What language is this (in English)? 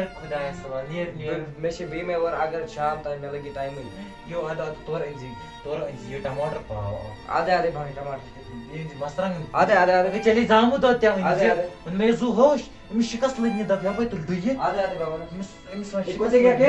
Kashmiri